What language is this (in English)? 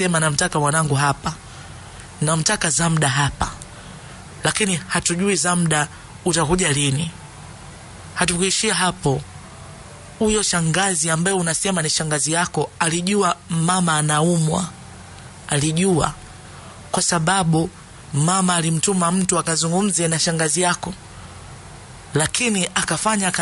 Swahili